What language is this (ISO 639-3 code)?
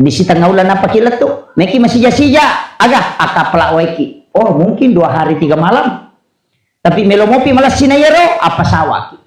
bug